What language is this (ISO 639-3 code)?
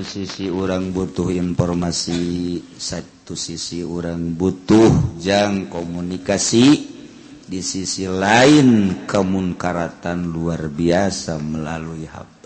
sun